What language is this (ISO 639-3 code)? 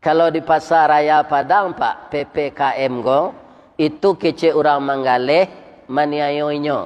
min